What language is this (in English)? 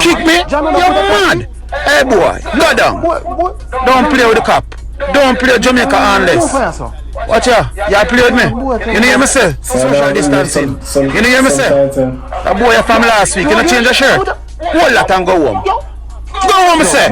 Jamaican Creole English